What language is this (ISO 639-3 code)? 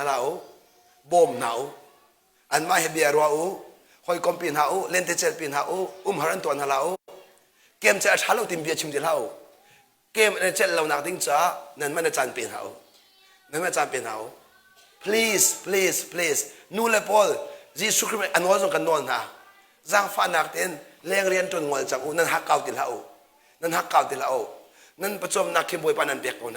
cnh